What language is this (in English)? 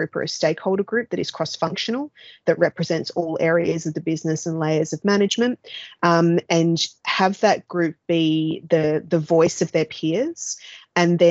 English